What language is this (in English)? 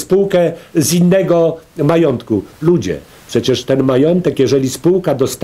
Polish